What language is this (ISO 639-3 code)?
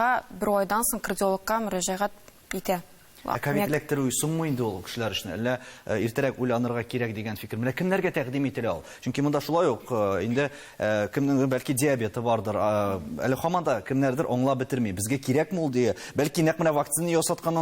tat